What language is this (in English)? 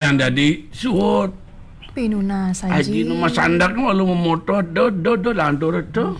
Balinese